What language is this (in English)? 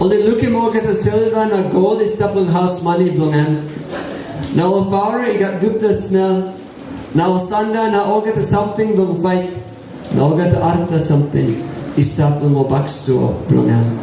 Tok Pisin